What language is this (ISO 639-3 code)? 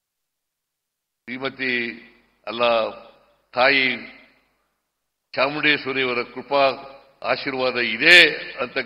kan